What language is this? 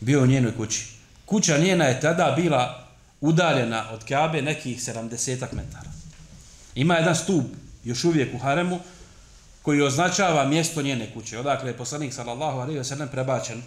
Bosnian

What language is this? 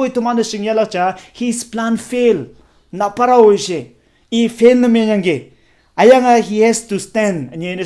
Konyak Naga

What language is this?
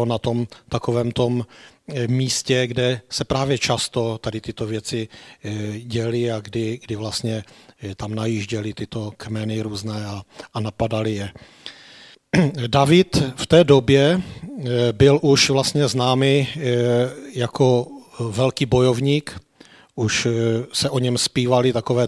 Czech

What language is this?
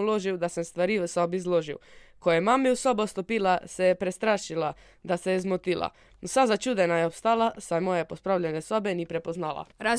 Slovenian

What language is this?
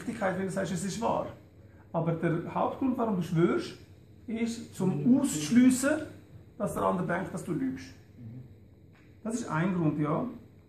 Swiss German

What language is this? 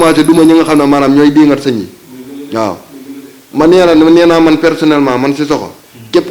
Wolof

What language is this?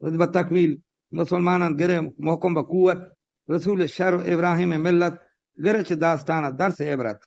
Eastern Balochi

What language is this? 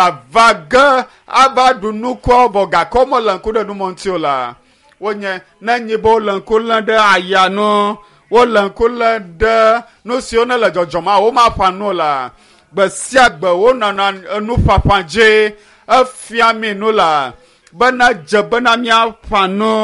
Ewe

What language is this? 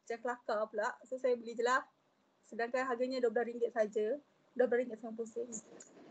Malay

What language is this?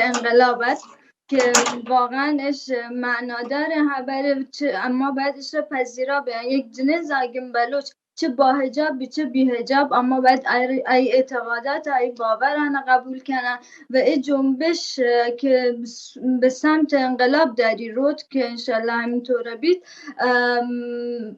Baluchi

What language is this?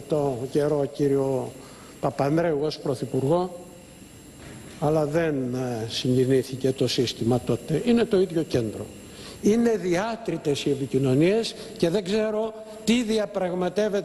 Greek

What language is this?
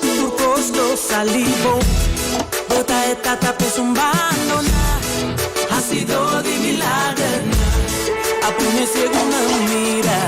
Papiamento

